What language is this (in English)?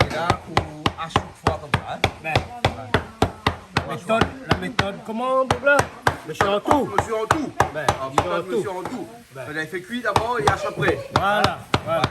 Réunion Creole French